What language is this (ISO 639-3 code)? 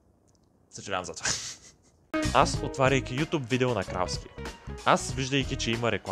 bul